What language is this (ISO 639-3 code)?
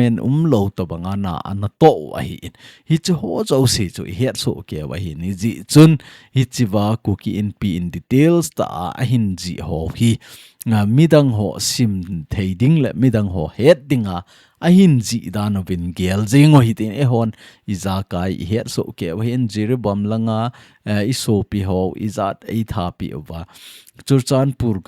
tcz